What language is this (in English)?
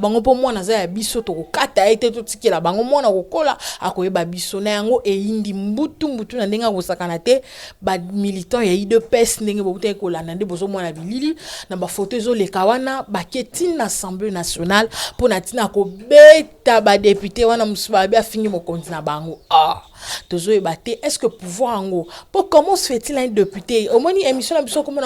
Lingala